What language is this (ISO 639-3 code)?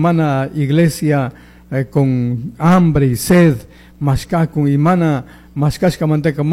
qug